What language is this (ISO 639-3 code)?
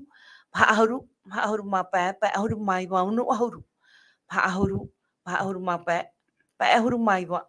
tah